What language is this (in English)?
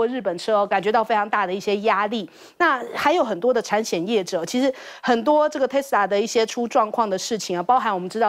Chinese